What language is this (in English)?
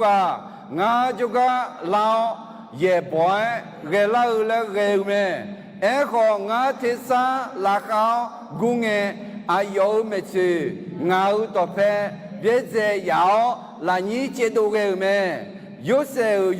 Akha